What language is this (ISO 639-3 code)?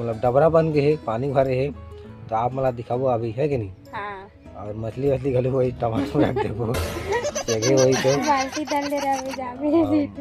hne